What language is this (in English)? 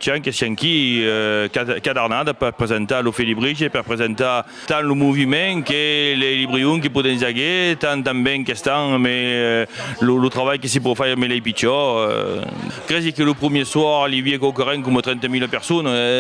Occitan